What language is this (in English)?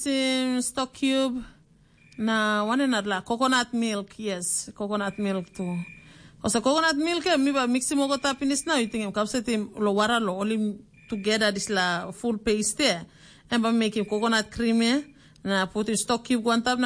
Tok Pisin